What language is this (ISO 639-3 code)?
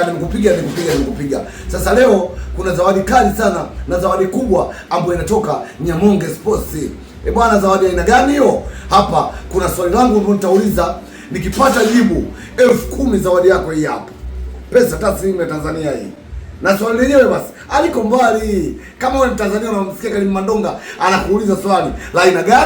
swa